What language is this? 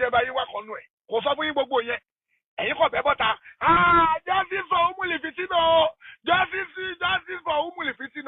Yoruba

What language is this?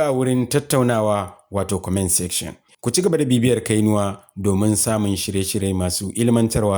Hausa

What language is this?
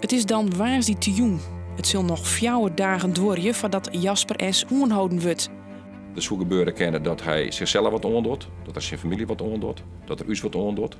Western Frisian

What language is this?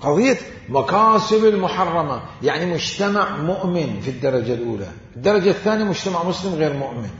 Mesopotamian Arabic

